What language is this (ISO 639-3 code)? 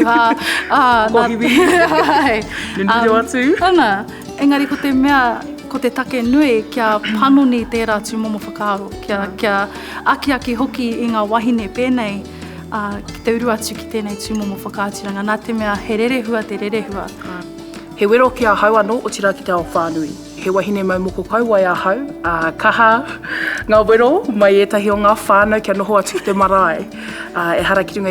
mri